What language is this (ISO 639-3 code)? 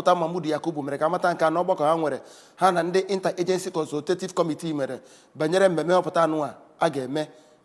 ibo